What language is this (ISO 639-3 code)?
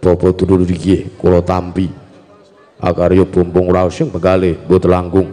jav